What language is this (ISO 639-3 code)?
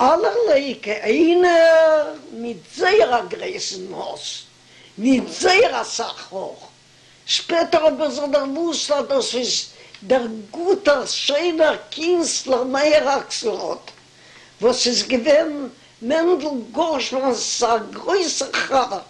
yid